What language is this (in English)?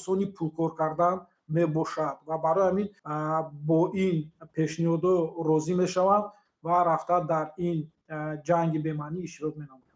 Tajik